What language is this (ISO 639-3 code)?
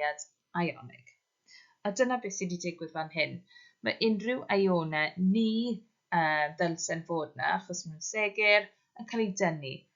cym